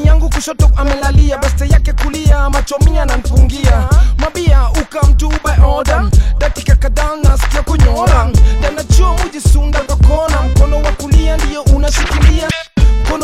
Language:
Swahili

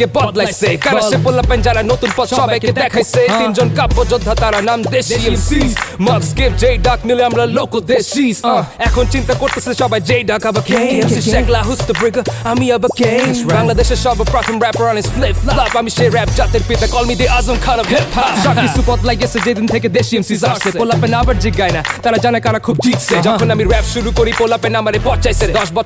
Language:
Bangla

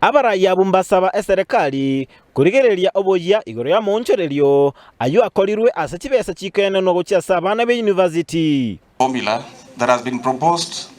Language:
Gusii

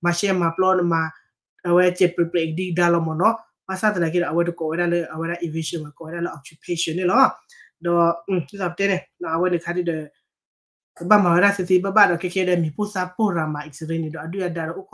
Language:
S'gaw Karen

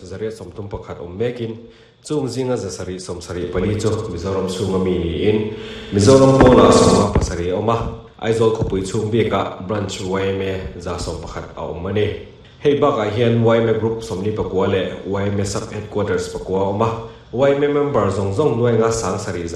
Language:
Mizo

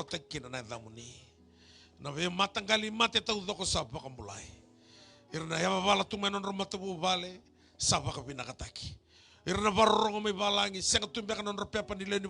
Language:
Fijian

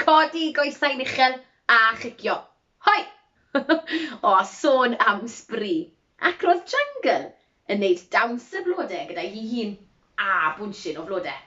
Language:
Welsh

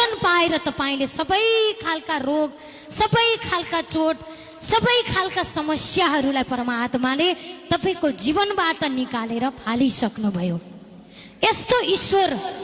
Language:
Nepali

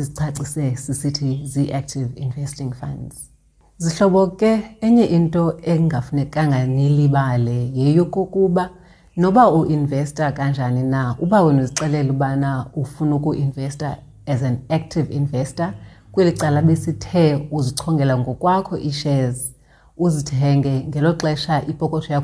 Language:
Xhosa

